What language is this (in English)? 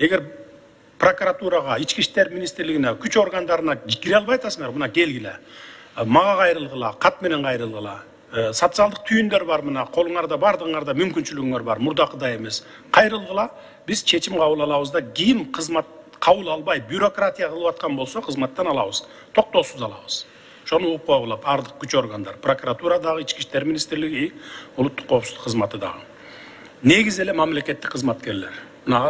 Kyrgyz